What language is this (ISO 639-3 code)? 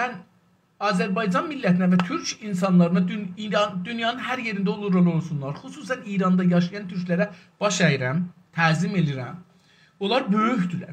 azb